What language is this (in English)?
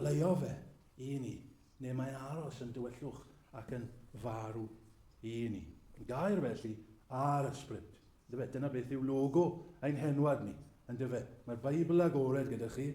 Welsh